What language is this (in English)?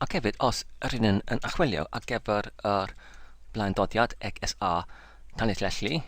Welsh